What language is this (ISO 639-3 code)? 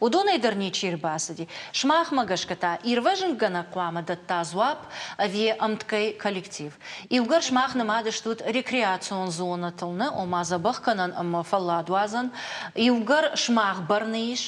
oss